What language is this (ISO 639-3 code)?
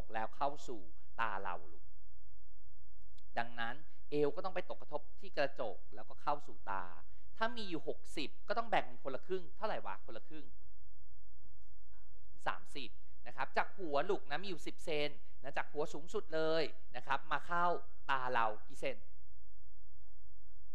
tha